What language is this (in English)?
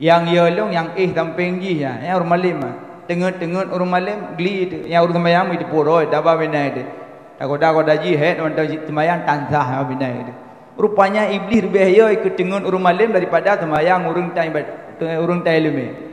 Achinese